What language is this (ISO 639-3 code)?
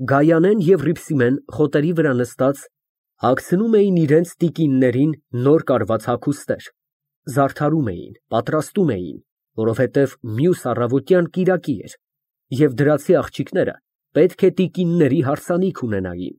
hye